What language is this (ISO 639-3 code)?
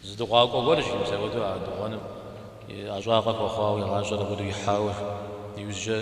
kbd